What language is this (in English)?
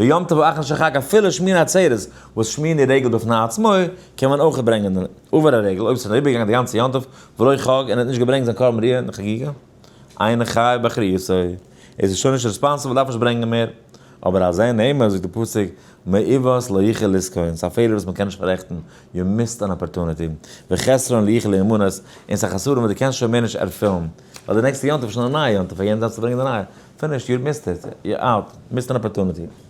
Yiddish